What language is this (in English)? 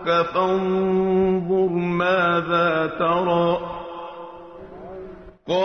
French